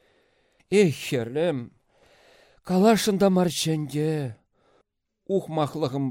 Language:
Chuvash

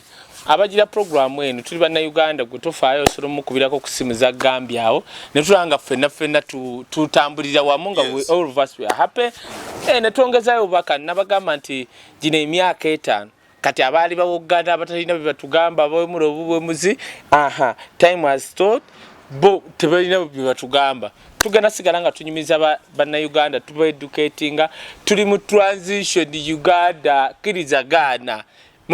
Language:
Ganda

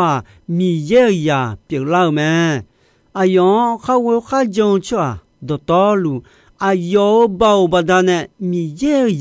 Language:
Akha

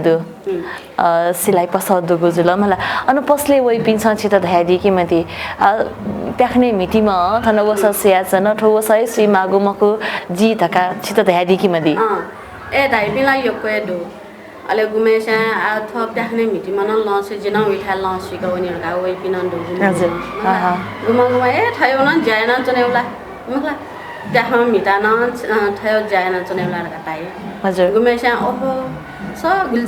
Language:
Newari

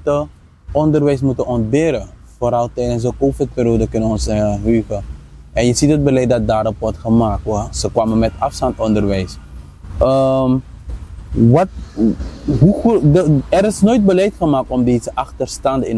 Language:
Dutch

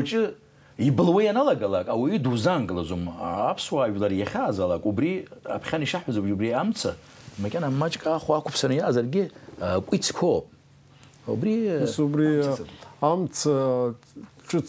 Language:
Abkhazian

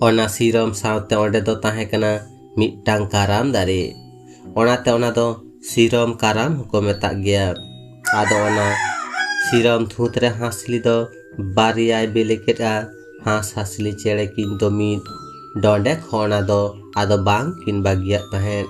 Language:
Santali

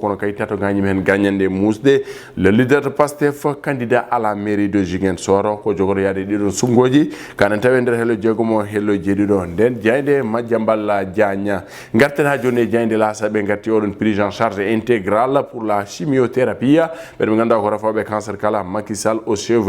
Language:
Fula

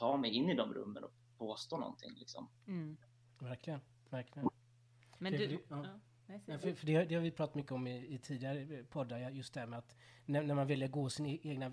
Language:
Swedish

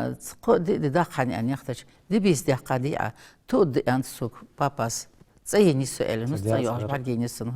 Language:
Ingush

